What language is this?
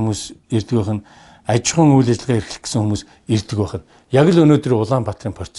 Mongolian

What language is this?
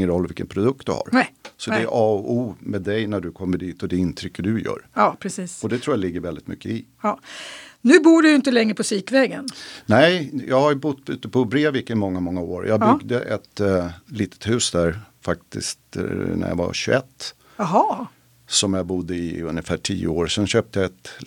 Swedish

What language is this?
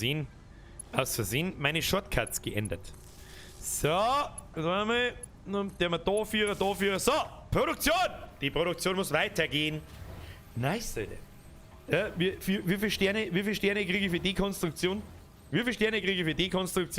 Bavarian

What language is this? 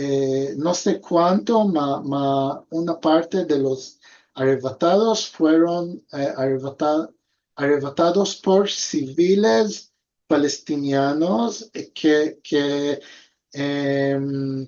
Ladino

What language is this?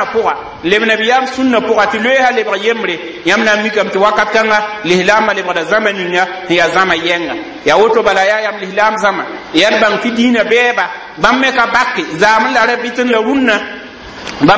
Mossi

